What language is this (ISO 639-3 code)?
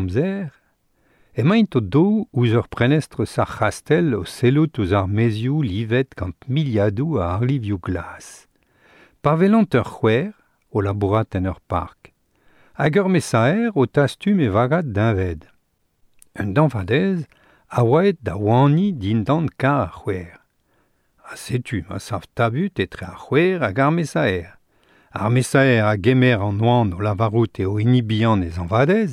bre